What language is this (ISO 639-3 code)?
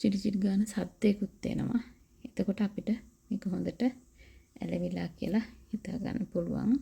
sin